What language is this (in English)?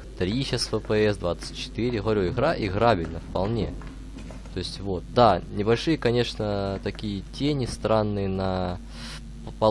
Russian